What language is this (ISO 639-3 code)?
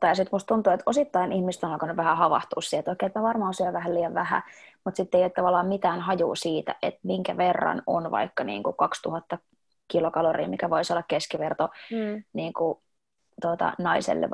fin